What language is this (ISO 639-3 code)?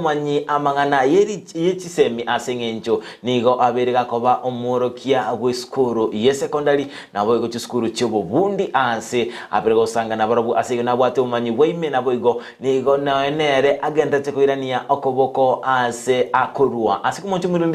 guz